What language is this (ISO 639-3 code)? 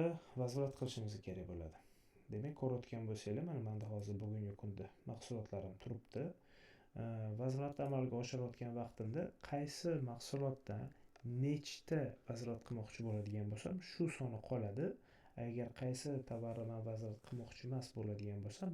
uzb